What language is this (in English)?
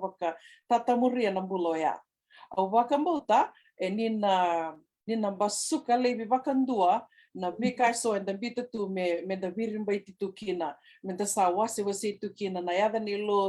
Fijian